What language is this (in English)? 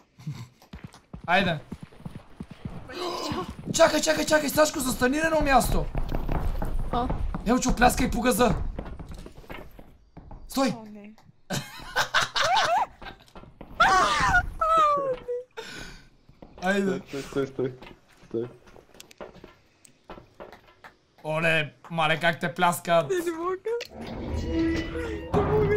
Bulgarian